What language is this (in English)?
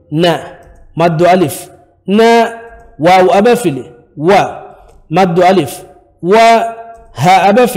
Divehi